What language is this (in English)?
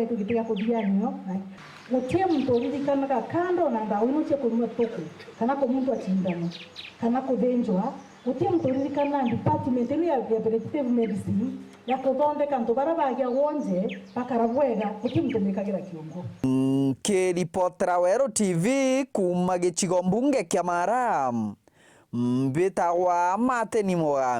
Meru